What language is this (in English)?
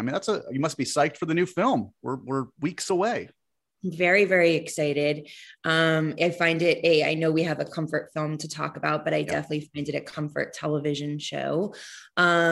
English